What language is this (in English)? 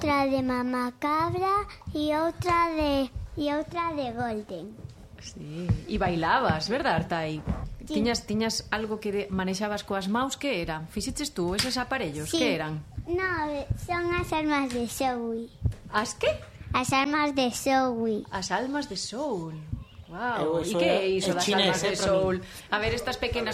Galician